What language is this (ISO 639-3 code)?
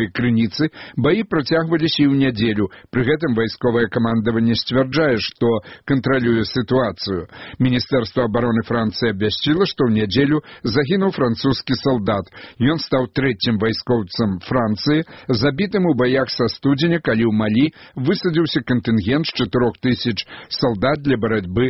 bel